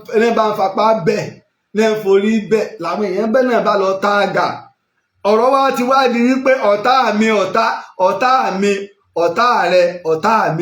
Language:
Yoruba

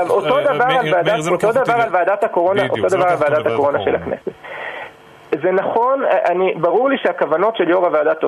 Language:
Hebrew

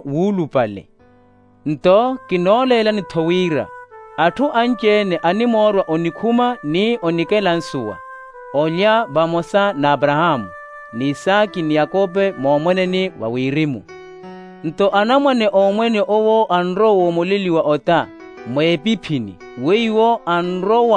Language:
Makhuwa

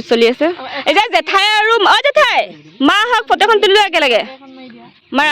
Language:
Assamese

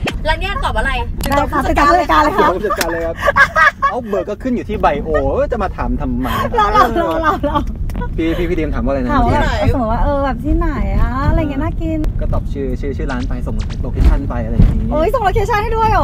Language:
Thai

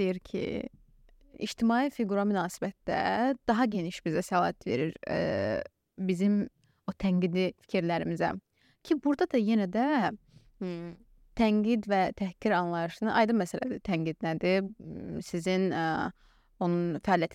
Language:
Azerbaijani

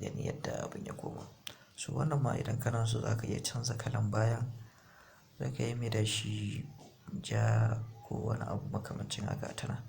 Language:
Hausa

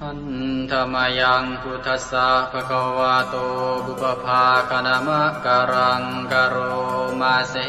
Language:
Pali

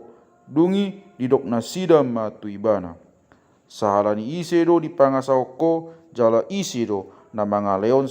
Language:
Batak Toba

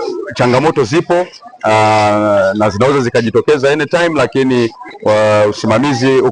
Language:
Swahili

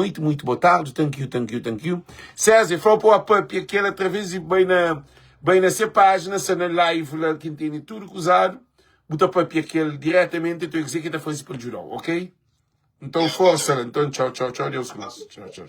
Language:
Kabuverdianu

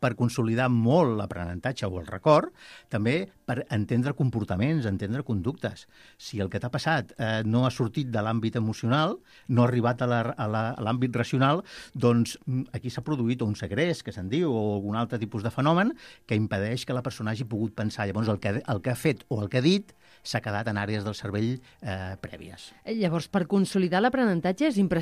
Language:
Catalan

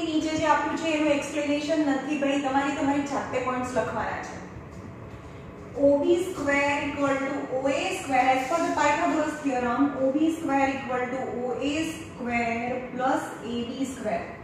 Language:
Gujarati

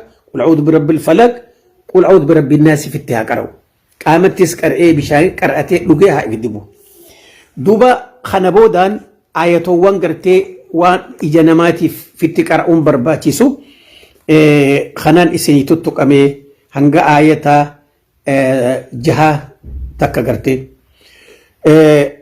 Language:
Oromo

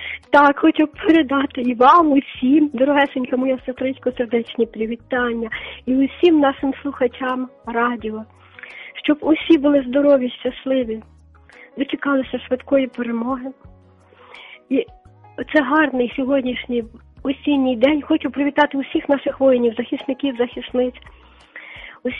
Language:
Ukrainian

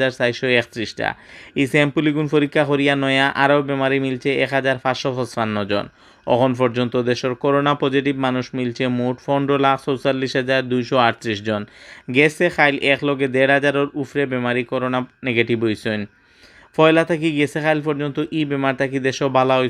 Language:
Sylheti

